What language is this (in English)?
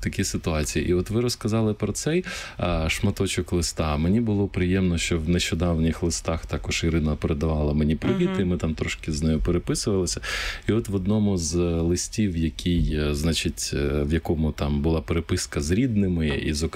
Ukrainian